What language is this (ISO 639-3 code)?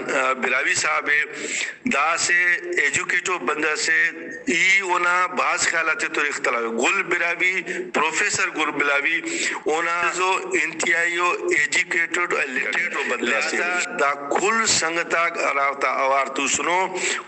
brh